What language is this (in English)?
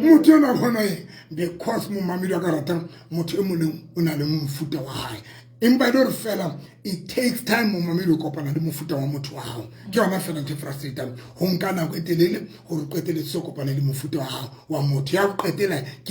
Southern Sotho